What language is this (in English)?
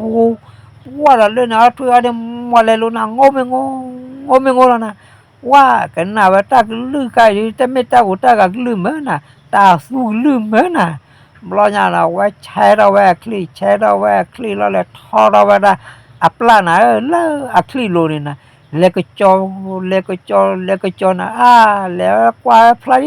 S'gaw Karen